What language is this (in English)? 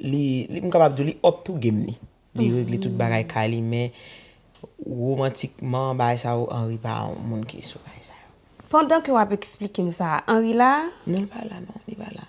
Haitian Creole